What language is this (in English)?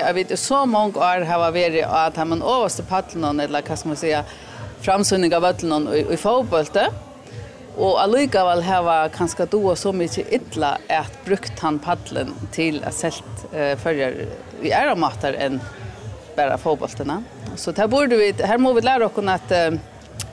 Faroese